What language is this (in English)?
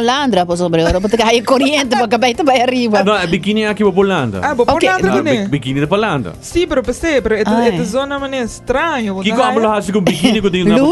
Papiamento